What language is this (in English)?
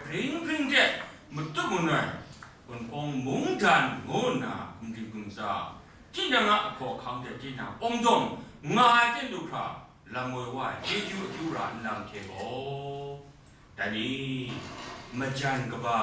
Kachin